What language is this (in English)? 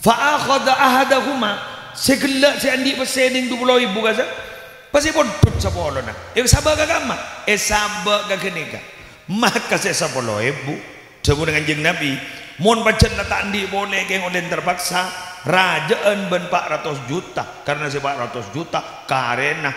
Madurese